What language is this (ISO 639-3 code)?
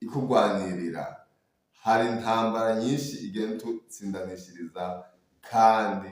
run